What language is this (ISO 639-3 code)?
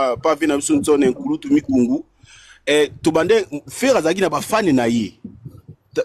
lin